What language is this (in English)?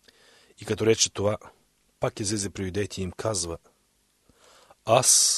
Bulgarian